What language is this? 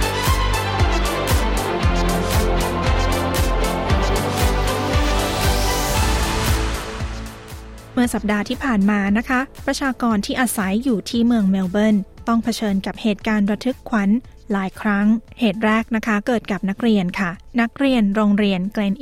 Thai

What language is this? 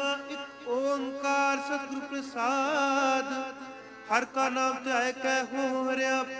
Punjabi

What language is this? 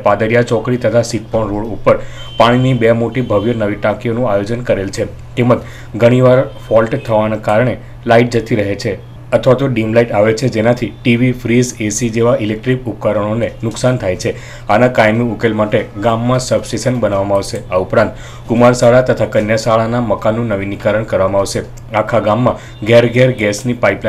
Gujarati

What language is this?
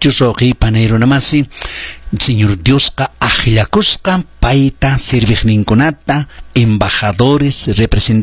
Quechua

